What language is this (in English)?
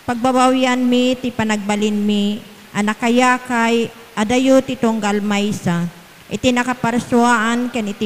Iloko